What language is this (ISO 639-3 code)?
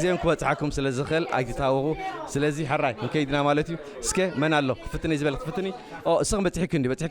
tir